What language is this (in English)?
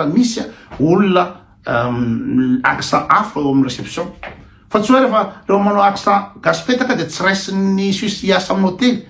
Malagasy